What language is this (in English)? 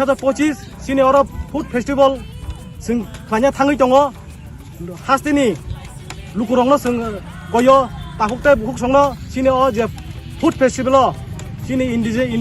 Kok Borok